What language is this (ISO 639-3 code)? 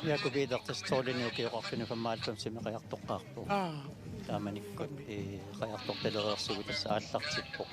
kal